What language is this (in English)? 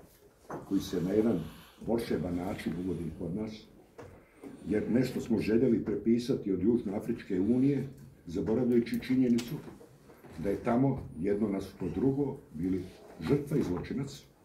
Croatian